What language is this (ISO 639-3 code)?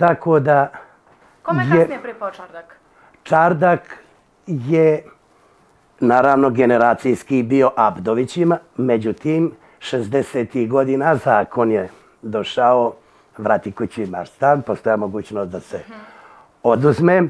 srp